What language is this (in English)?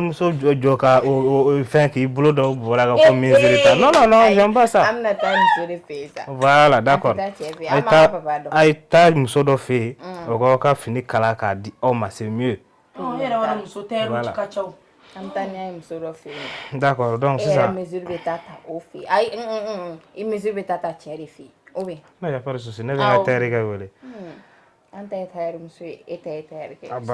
Bambara